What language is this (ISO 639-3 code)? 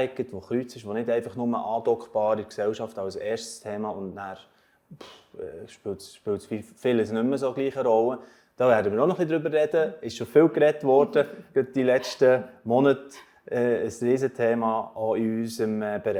gsw